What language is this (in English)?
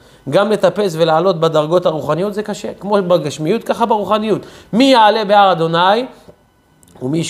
Hebrew